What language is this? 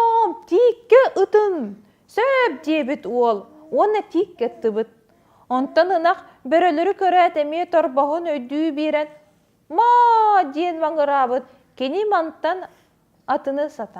Yakut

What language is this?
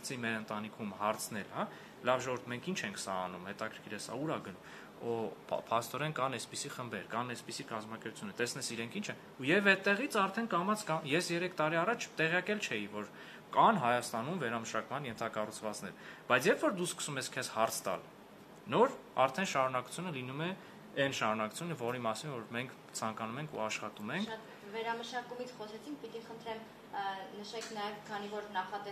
Armenian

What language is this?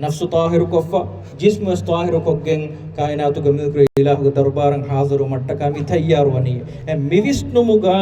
Divehi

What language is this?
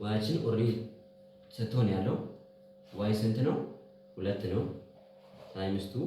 Amharic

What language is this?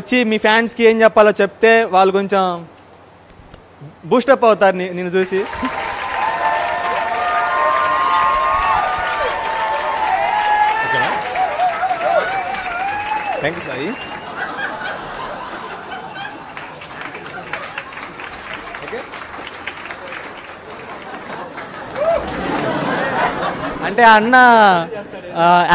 Telugu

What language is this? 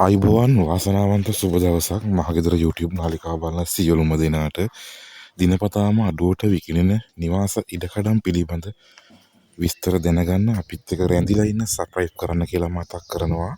Sinhala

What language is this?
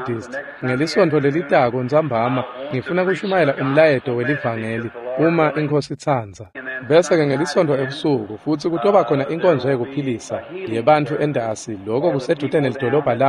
Swati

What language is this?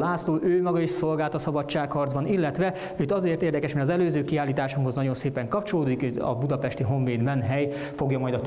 Hungarian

